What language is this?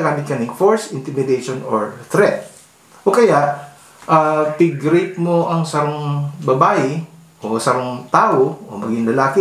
Bikol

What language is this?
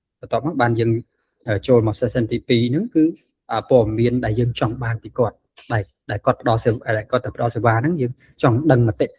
Khmer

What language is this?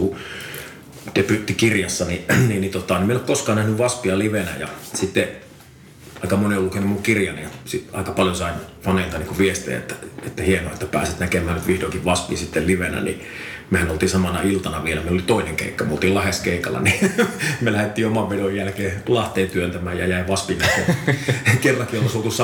Finnish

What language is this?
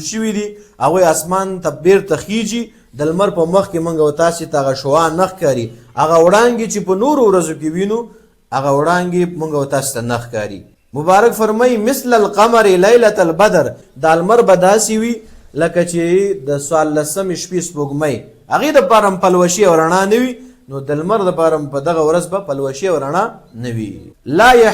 Pashto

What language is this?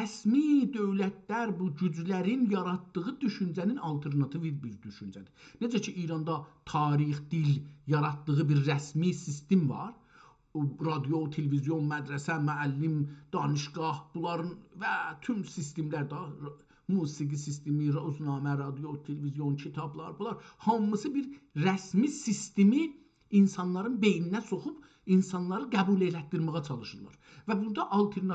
South Azerbaijani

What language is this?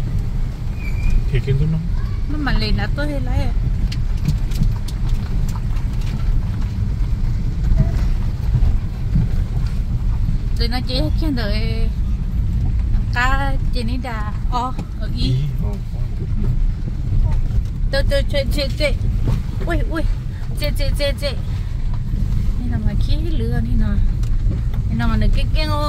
Vietnamese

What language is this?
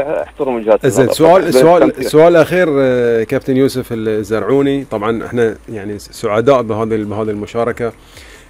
Gulf Arabic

